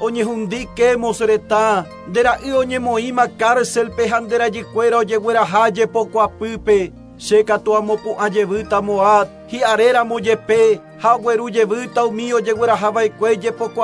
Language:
Guarani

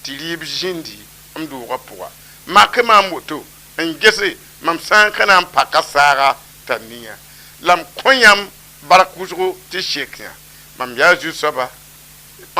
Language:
Mossi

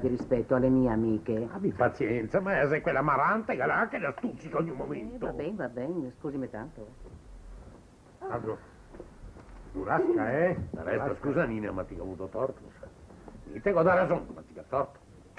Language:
Italian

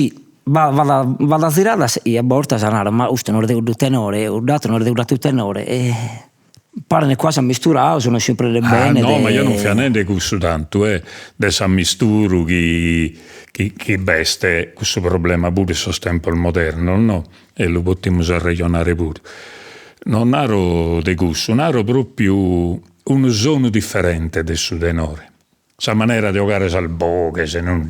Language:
Sardinian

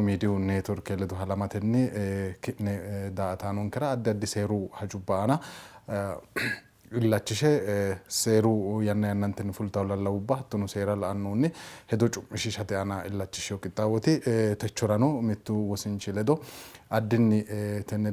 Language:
Sidamo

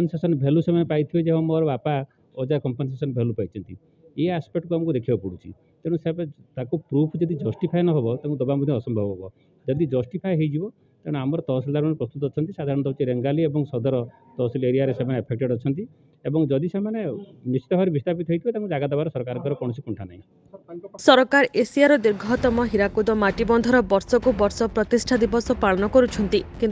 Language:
Odia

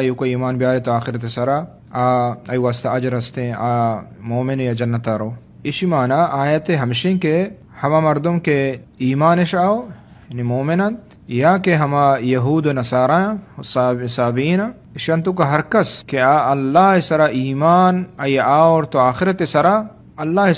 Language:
Eastern Balochi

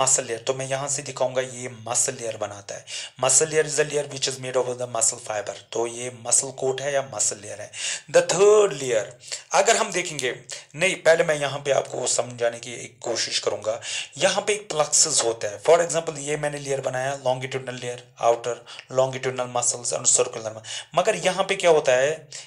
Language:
Hindi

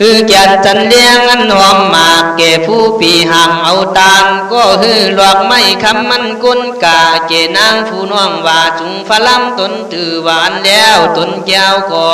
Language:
Khün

